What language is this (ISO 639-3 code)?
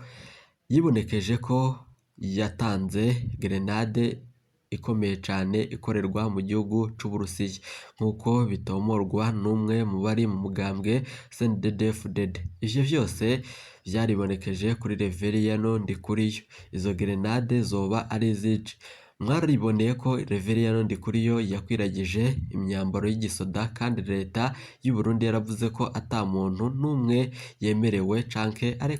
run